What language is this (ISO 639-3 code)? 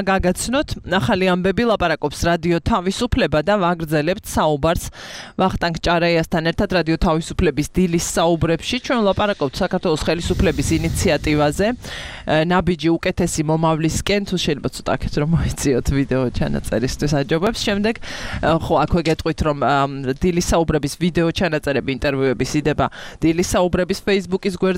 kat